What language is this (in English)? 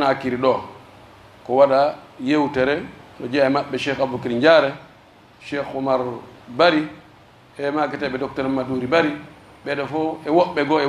Pular